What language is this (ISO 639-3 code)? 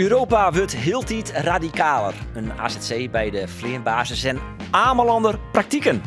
fry